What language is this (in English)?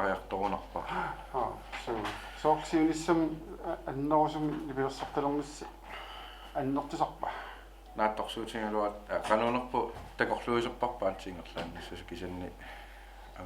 Kalaallisut